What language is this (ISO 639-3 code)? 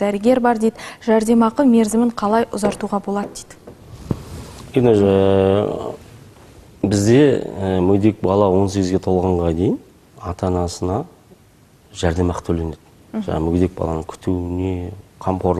kaz